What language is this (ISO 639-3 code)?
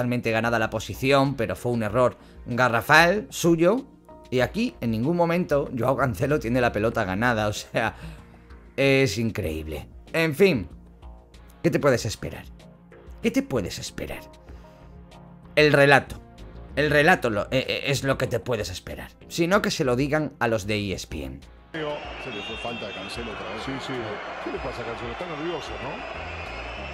spa